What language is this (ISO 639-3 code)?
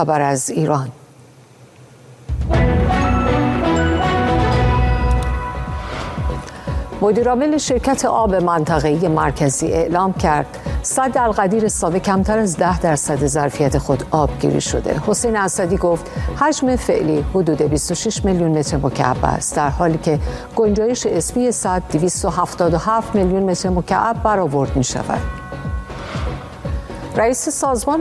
fas